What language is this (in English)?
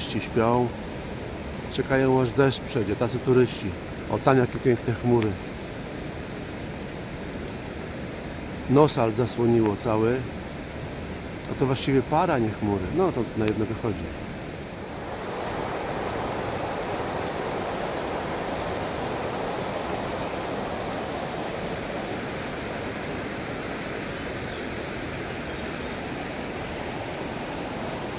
Polish